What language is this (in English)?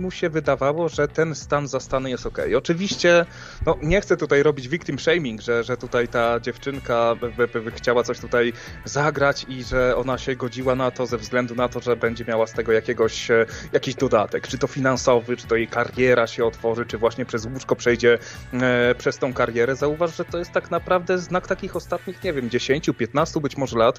Polish